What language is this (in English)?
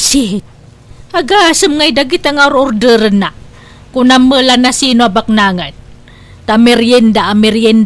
Iloko